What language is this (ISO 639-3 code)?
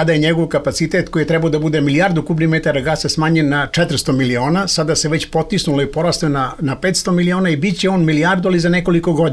srp